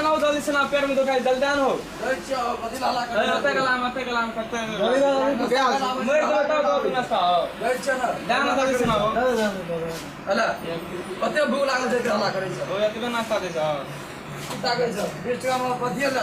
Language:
Maithili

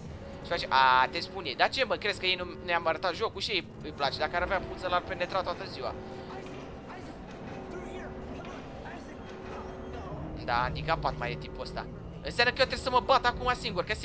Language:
Romanian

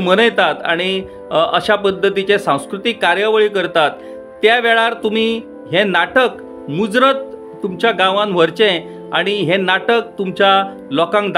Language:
Konkani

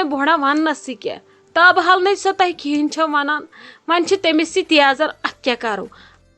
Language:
Kashmiri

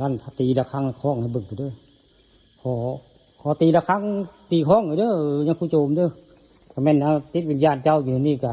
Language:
Northeastern Thai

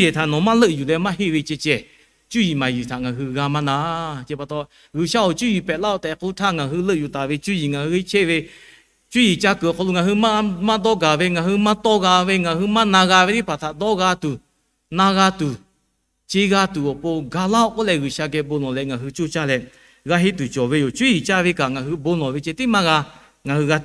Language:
Lahu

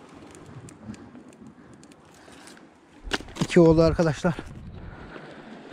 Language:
Turkish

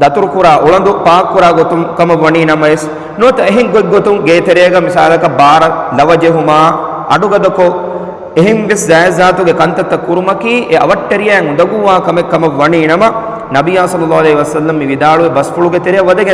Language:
Divehi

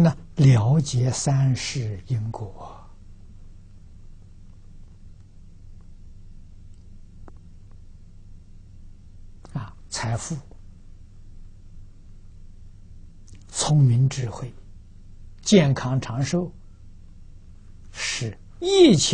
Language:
Chinese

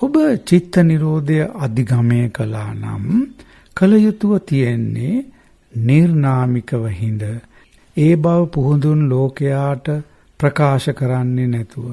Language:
Sinhala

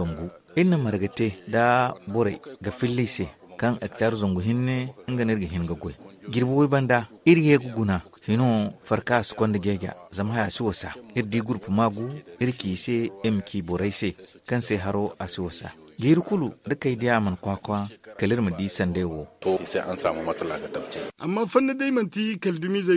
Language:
Zarma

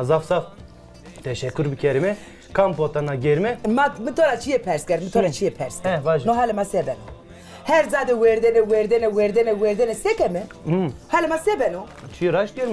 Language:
Zaza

